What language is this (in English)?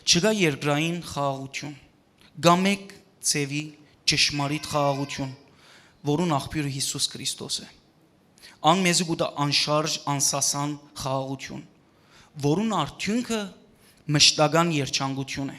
Western Armenian